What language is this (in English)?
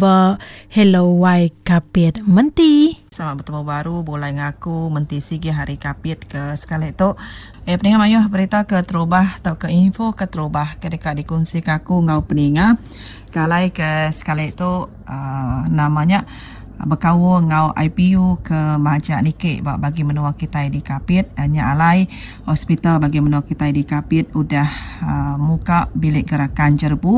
Iban